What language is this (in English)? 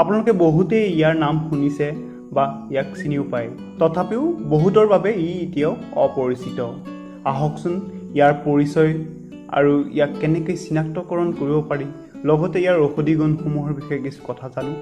Assamese